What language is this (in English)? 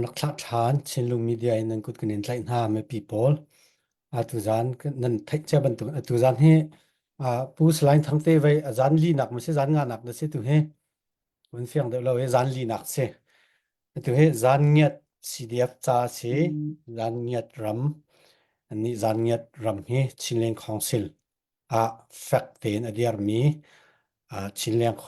Falam Chin